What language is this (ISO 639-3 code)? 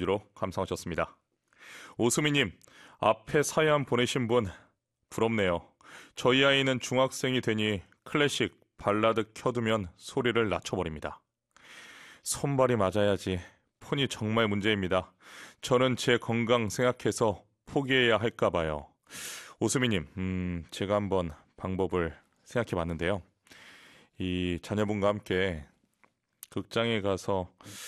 kor